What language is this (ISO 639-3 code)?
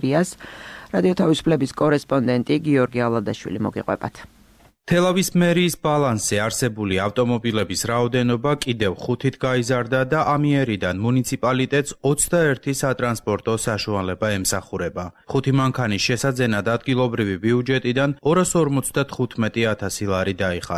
kat